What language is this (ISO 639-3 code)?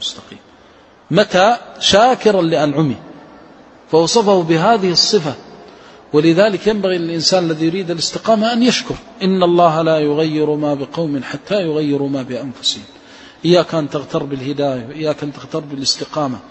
ara